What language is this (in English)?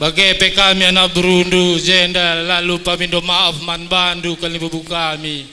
Batak Karo